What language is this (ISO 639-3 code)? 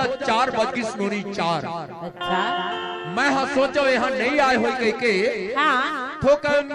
hne